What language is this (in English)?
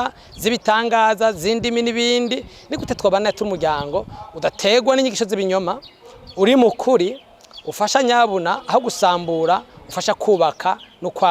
Rundi